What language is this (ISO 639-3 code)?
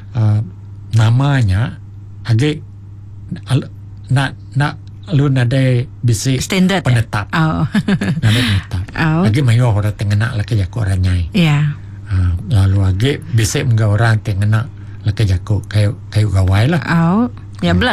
iba